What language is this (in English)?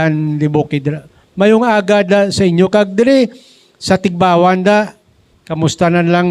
Hiligaynon